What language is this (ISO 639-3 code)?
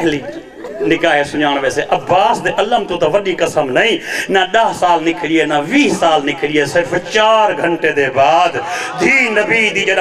skr